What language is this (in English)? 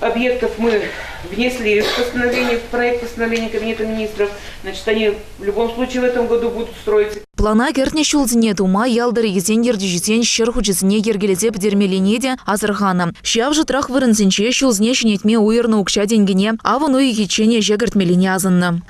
Chuvash